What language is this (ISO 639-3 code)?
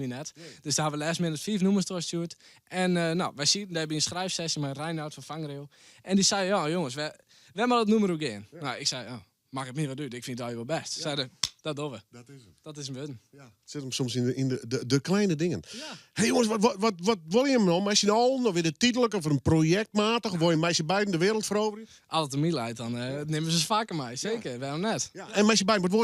fry